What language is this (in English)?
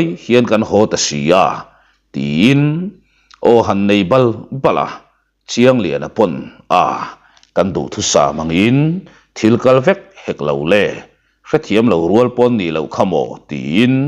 Mizo